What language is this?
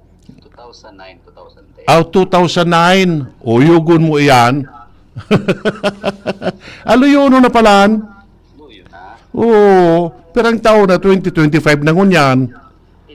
Bikol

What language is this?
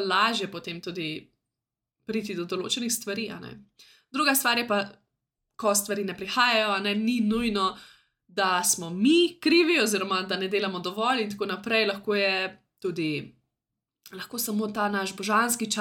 Slovenian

